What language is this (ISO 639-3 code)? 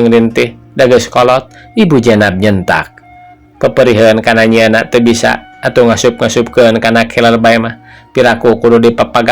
sun